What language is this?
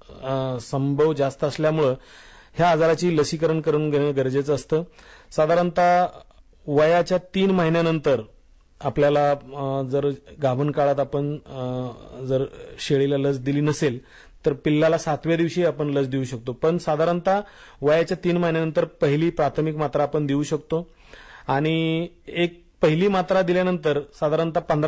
Marathi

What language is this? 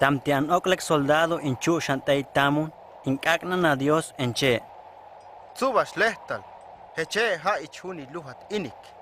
Huastec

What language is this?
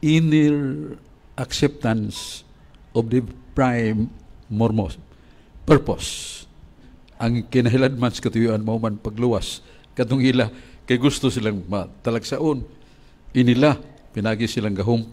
Cebuano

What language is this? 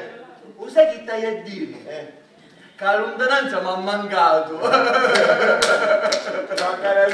Sicilian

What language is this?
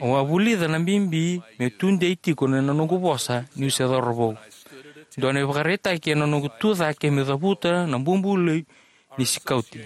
Fijian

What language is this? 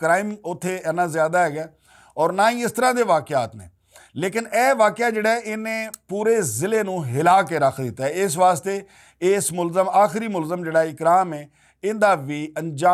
Western Panjabi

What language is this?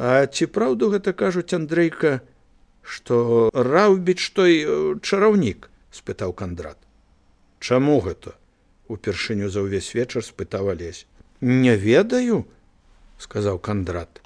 Belarusian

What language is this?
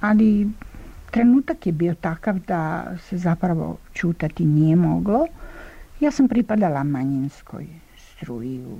Serbian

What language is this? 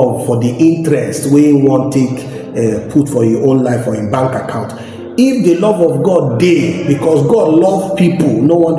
Nigerian Pidgin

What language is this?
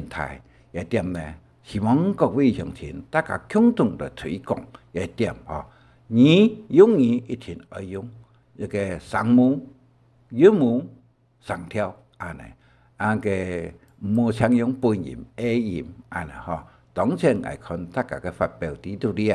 Hakka Chinese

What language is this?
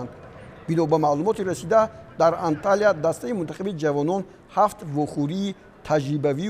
Tajik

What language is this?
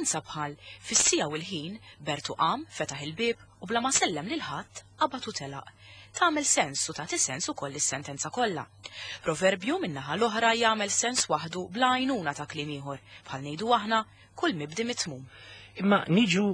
Maltese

